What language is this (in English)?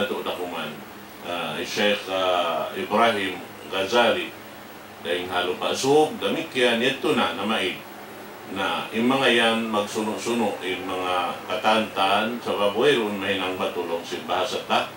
Tausug